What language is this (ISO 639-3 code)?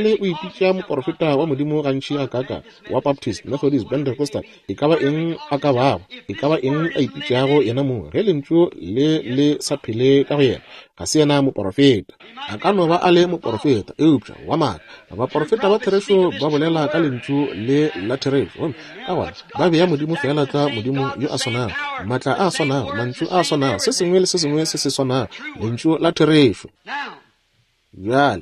nso